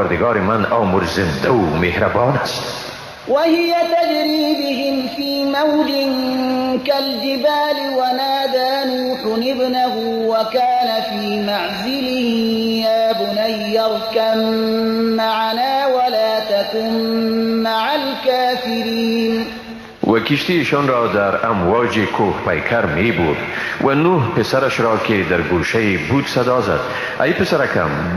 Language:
Persian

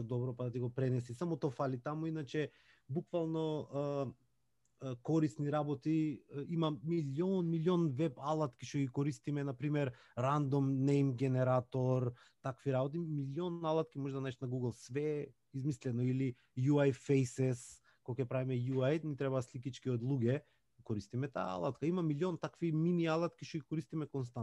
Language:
Macedonian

